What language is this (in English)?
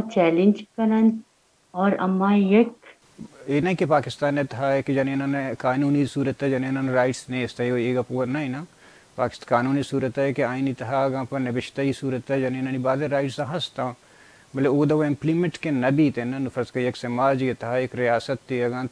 Baluchi